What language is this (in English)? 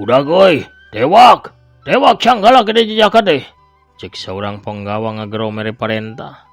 Sundanese